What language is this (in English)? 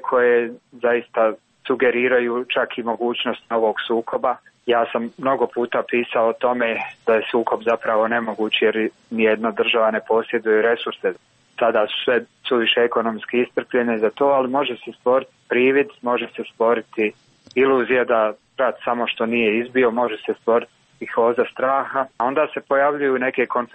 Croatian